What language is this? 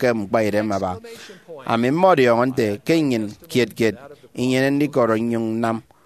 Efik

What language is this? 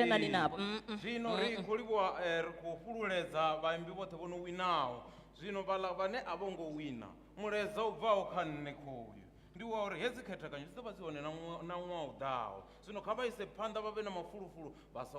Venda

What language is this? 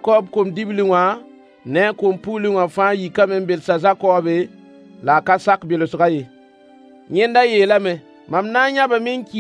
Mossi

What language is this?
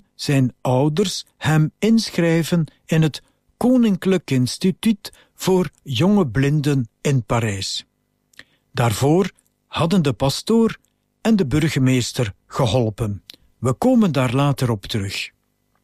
Dutch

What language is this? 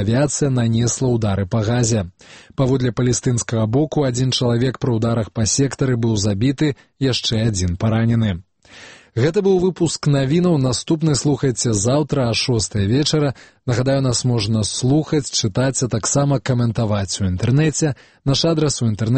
Belarusian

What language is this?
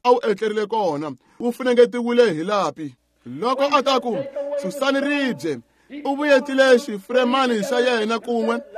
Tsonga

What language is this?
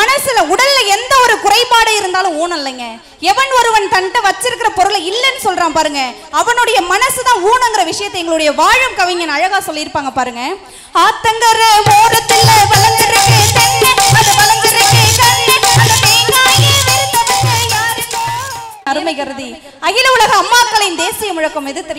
Tamil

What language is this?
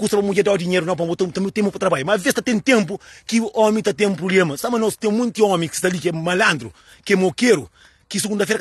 Kabuverdianu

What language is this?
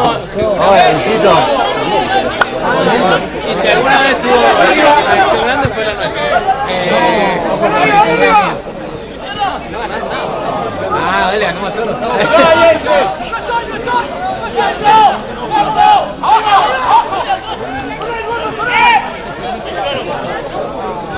Spanish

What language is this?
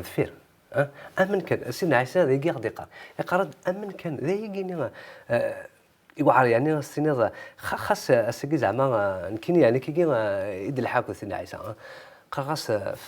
Kabyle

